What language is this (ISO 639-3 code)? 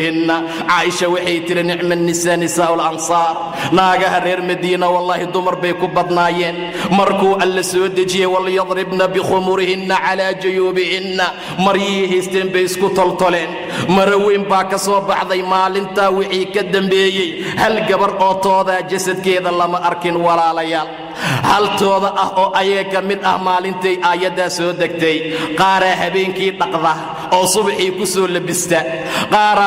som